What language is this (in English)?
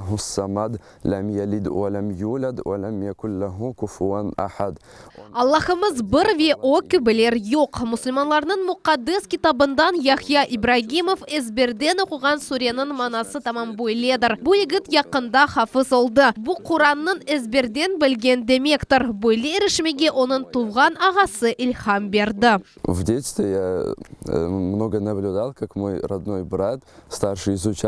Crimean Tatar